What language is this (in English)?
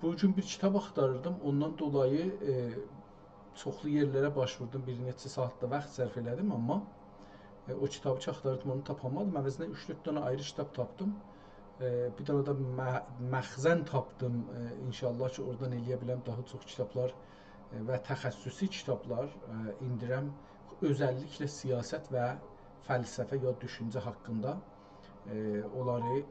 South Azerbaijani